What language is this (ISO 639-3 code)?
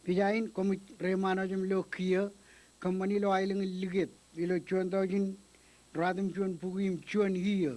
mah